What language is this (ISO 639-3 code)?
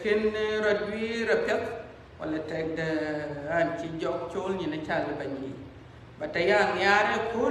din